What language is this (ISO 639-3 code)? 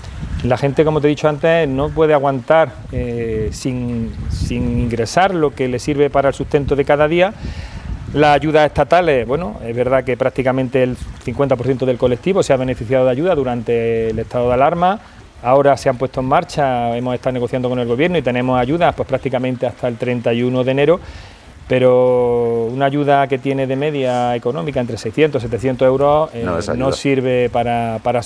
spa